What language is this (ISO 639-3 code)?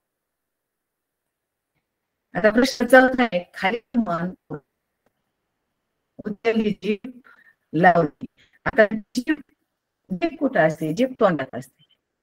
mar